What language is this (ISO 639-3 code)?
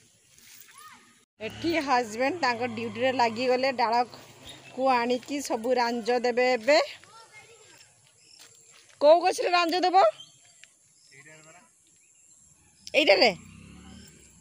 ori